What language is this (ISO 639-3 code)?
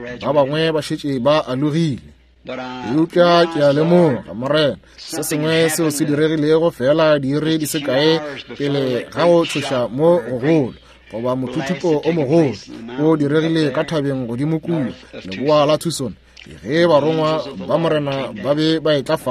nso